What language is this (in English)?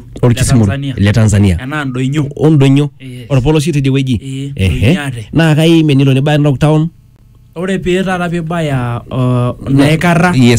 Masai